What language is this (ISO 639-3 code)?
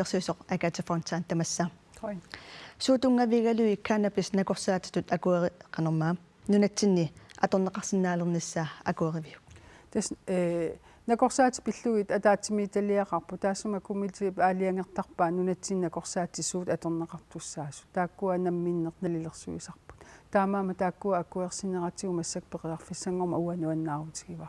kal